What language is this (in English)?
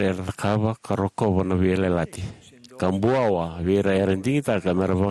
Fijian